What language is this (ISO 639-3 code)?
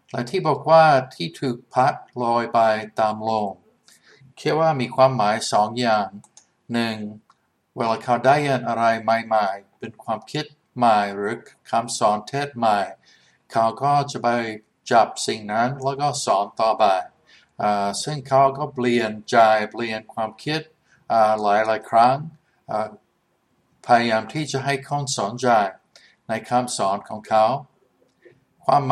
tha